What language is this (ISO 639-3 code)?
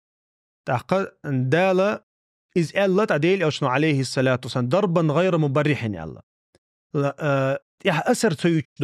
che